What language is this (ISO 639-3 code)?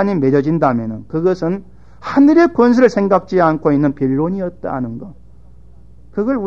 kor